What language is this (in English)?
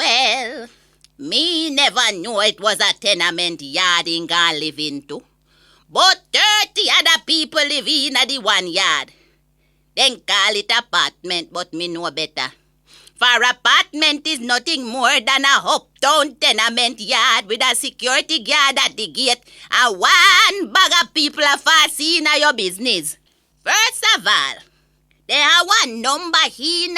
Jamaican Creole English